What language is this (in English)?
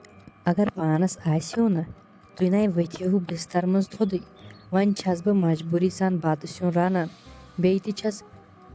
Kashmiri